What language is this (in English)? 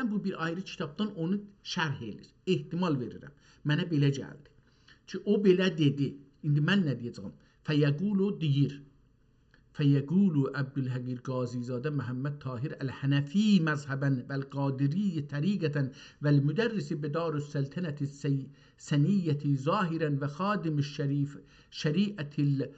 South Azerbaijani